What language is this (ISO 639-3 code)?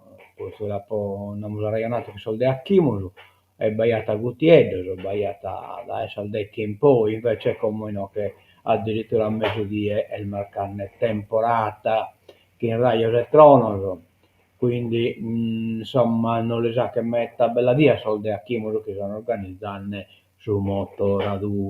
srd